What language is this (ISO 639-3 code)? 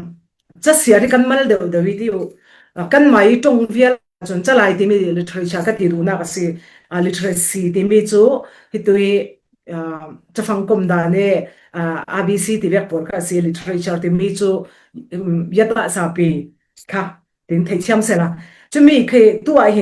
cfm